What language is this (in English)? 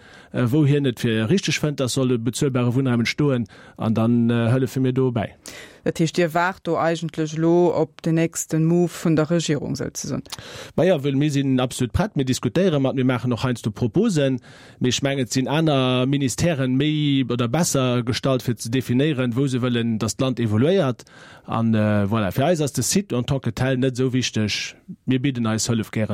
Luxembourgish